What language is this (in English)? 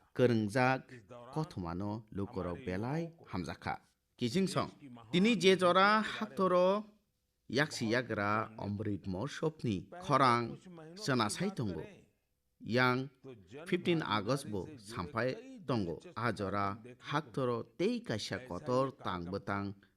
Kok Borok